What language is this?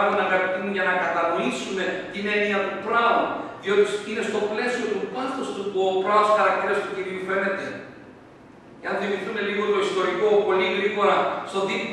Greek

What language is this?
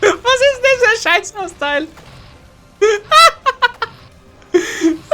Bavarian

